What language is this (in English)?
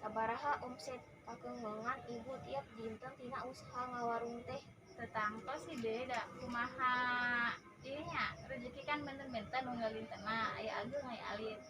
Sundanese